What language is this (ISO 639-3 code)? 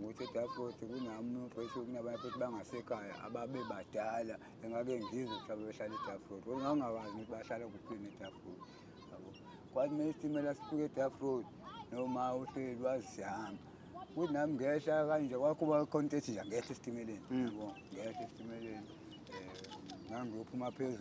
zul